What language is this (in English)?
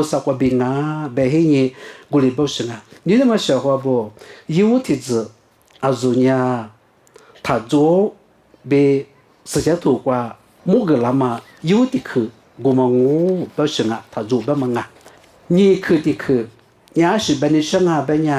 Lisu